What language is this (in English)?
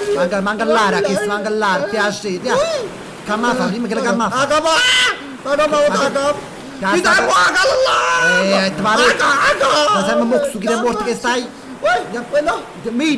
Neapolitan